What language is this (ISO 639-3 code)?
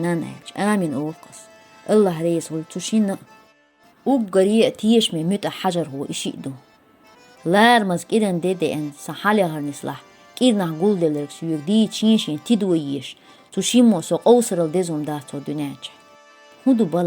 che